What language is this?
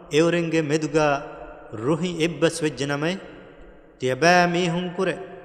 Divehi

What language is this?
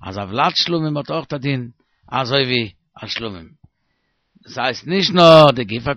Yiddish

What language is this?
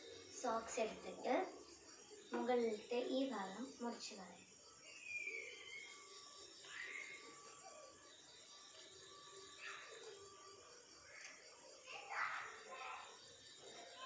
Malayalam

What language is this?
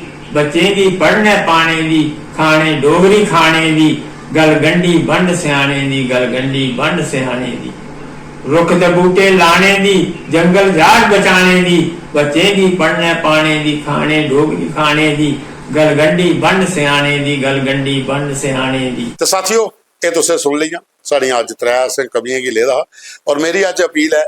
Dogri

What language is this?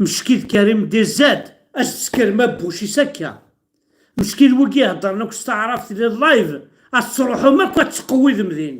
Kabyle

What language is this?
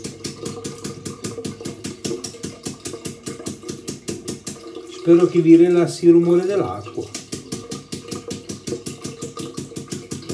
Italian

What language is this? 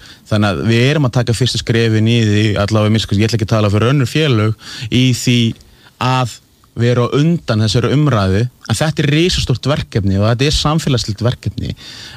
Icelandic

